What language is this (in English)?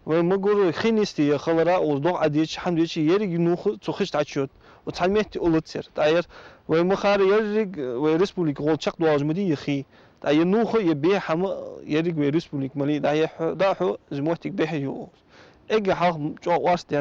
Ingush